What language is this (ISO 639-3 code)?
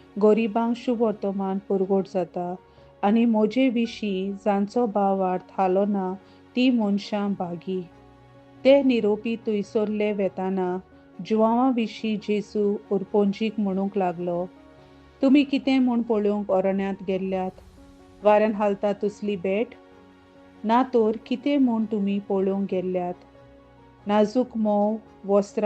kok